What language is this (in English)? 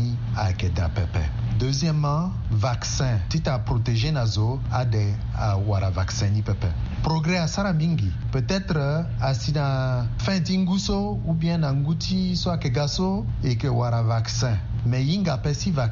Sango